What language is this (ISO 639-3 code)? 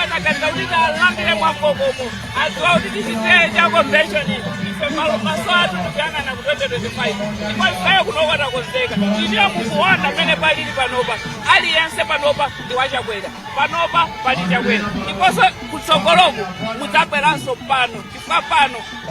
nya